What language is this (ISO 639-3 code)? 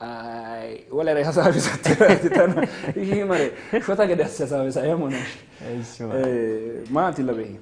sid